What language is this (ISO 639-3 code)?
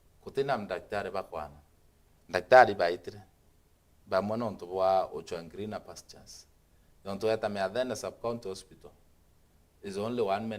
mer